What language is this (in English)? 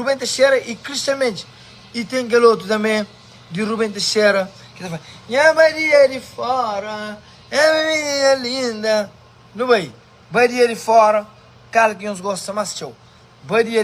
Kabuverdianu